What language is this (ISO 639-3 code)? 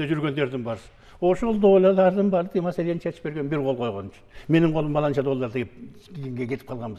kir